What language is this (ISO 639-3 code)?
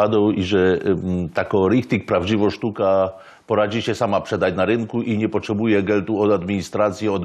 szl